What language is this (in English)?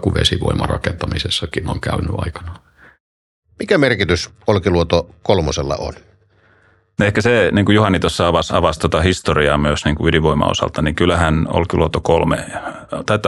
Finnish